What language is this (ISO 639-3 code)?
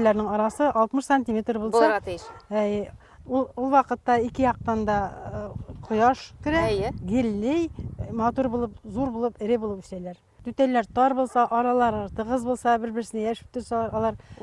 bak